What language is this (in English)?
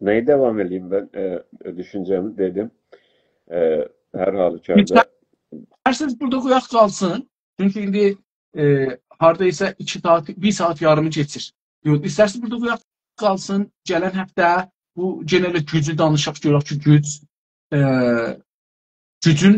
South Azerbaijani